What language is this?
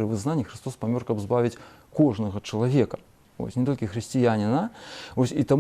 Belarusian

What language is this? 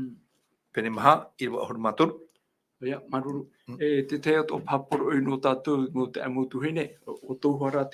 Tahitian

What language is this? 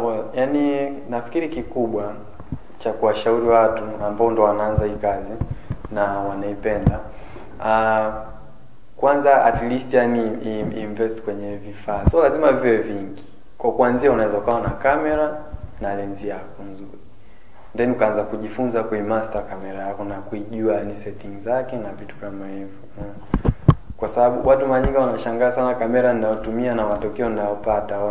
Swahili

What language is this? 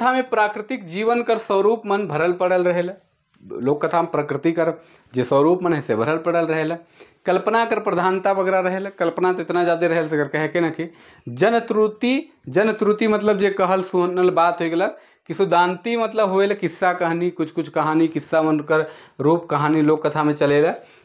Sadri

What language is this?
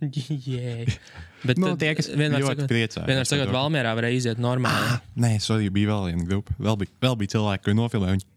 Latvian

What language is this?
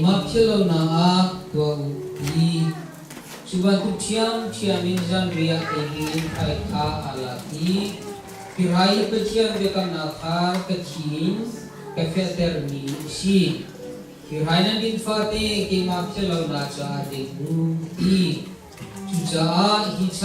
Hakha Chin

